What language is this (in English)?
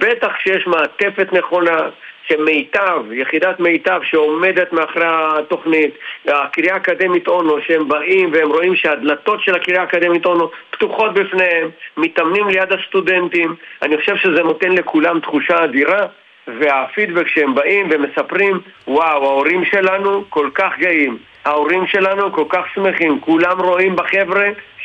Hebrew